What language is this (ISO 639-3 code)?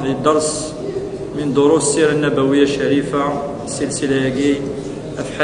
kab